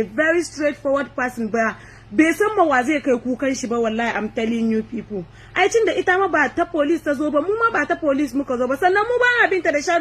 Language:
Hausa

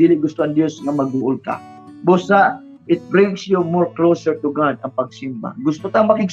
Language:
Cebuano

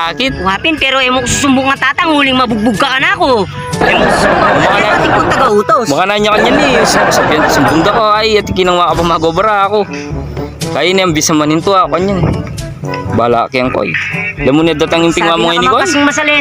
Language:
Pampanga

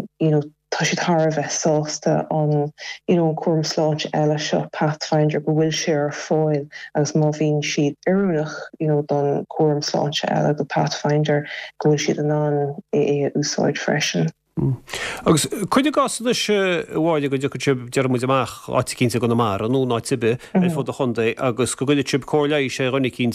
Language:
Irish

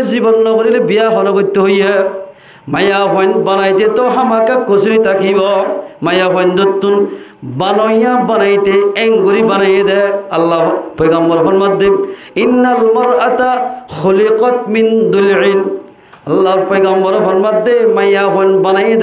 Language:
Rohingya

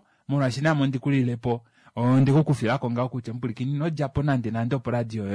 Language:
Kuanyama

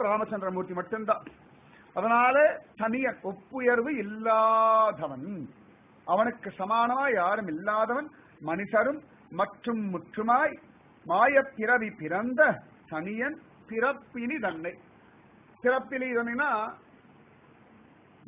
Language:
Tamil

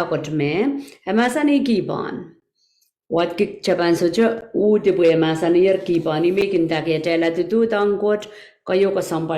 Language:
Pohnpeian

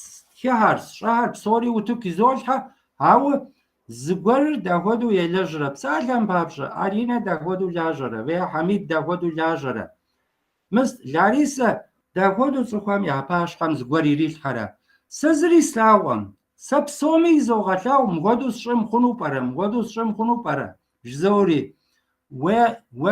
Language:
Kabardian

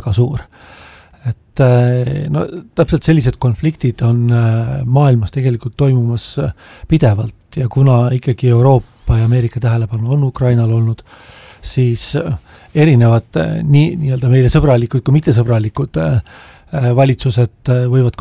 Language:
Estonian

